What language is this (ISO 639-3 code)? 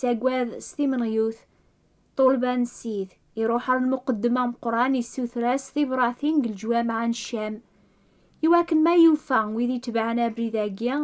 kab